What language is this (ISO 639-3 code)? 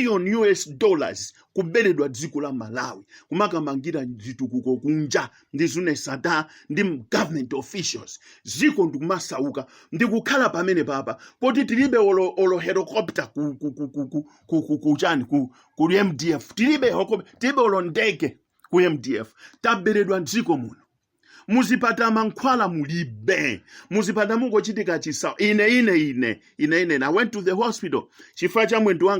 nya